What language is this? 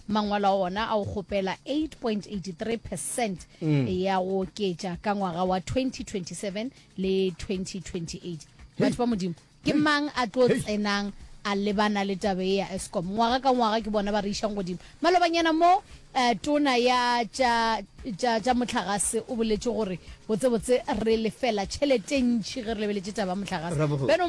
Northern Sotho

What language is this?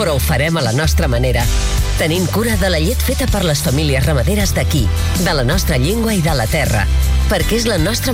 Catalan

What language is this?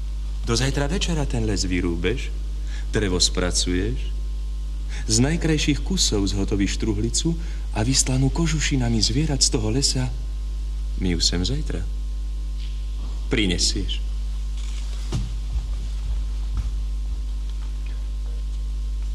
Slovak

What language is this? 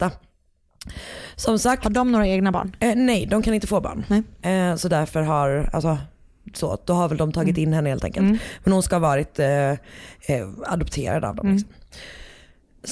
Swedish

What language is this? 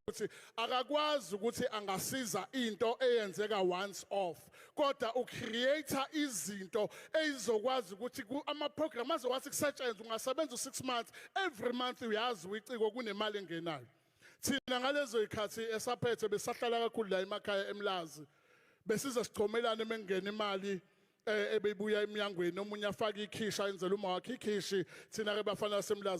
Zulu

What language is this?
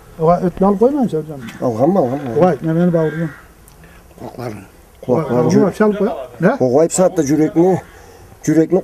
Karachay-Balkar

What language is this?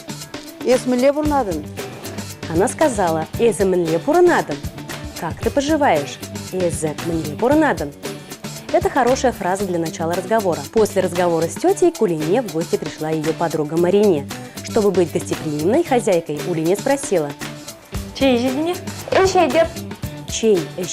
Chuvash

